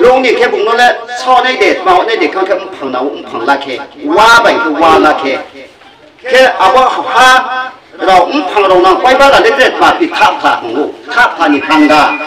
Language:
Riang (India)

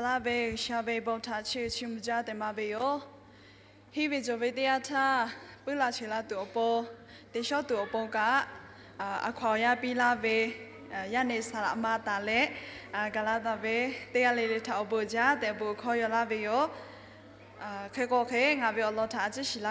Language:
Lahu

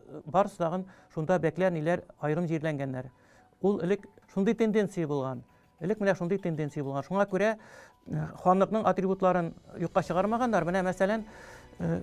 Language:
Tatar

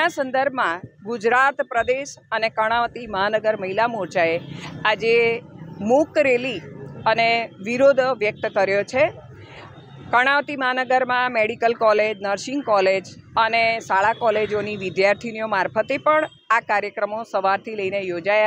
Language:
Gujarati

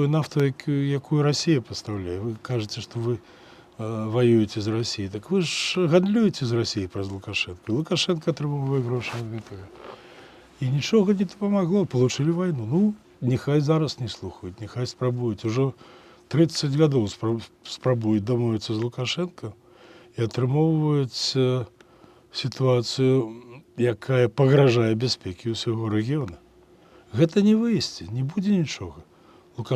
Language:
Belarusian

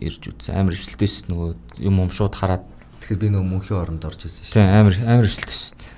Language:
Mongolian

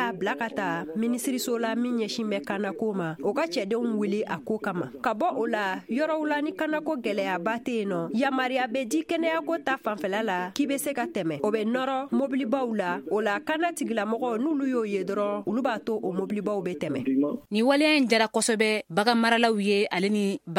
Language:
Bambara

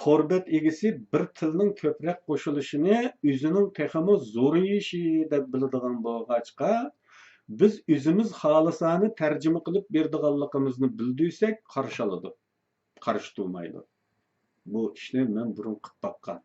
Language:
Uyghur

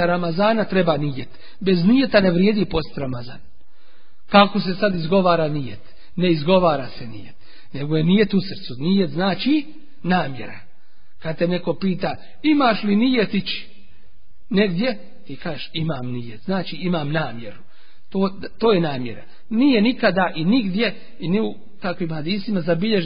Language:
Bosnian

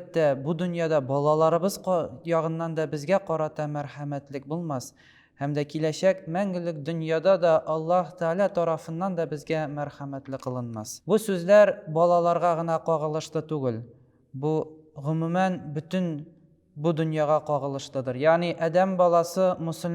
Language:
Tatar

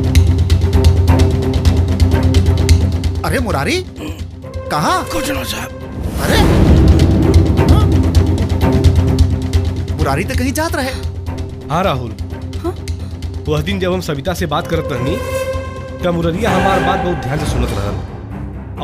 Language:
Bhojpuri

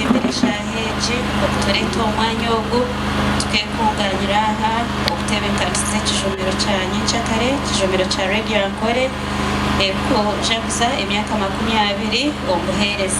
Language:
Nyankole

